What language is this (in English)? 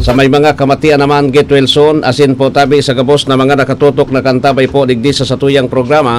Bikol